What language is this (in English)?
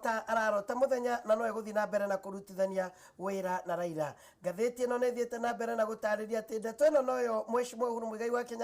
Kikuyu